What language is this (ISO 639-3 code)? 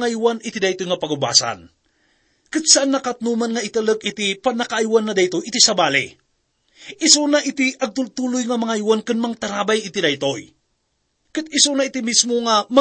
ilo